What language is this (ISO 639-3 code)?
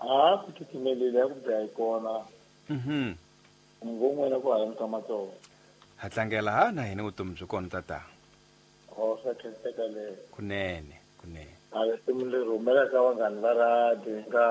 tso